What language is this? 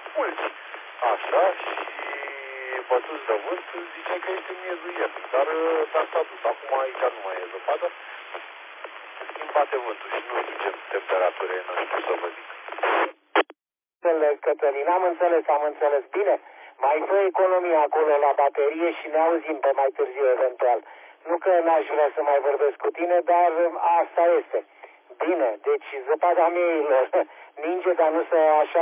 Romanian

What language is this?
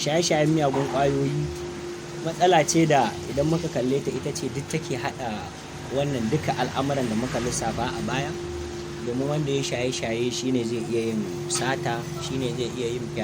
Hausa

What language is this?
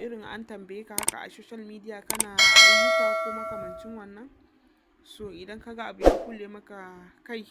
Hausa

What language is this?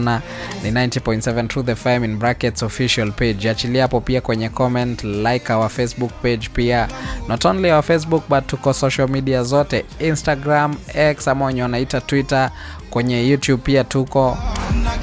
Swahili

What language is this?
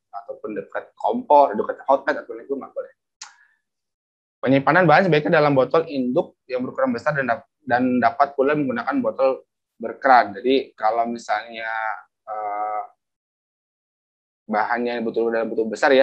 Indonesian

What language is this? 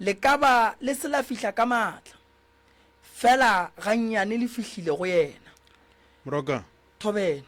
Northern Sotho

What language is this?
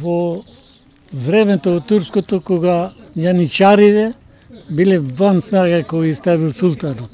Macedonian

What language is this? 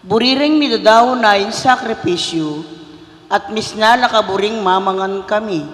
Pampanga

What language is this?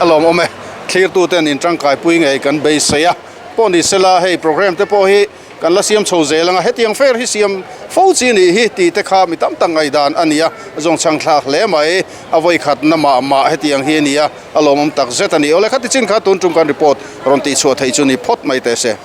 Mizo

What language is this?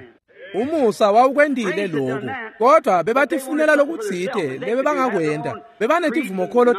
Swati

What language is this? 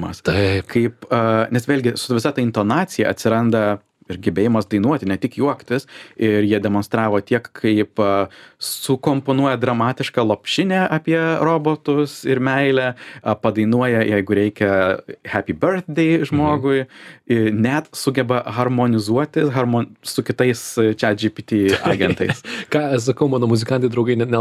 Lithuanian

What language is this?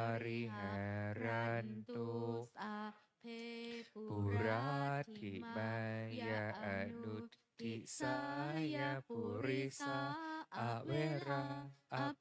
Pali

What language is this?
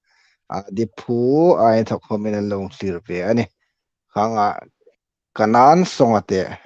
Hmar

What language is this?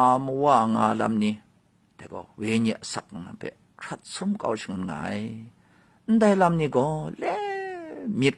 Kachin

